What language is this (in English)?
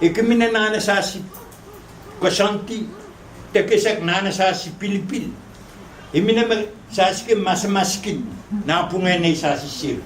Pohnpeian